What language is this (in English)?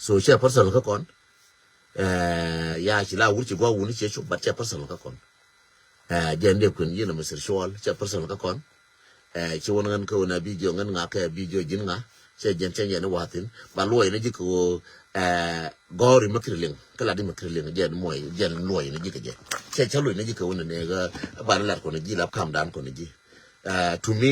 Nuer